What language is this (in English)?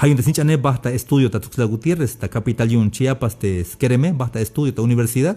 Tzeltal